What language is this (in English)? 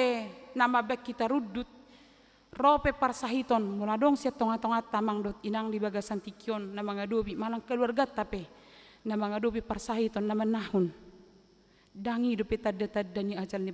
Batak Toba